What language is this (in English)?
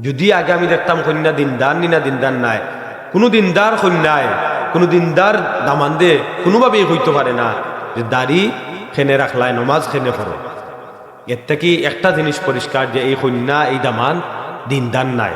Sylheti